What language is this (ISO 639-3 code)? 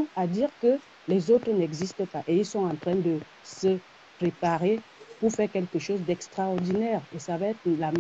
fra